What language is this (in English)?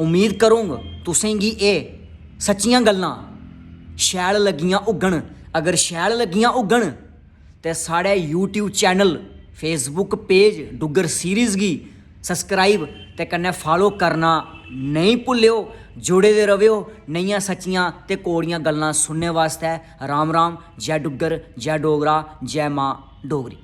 Dogri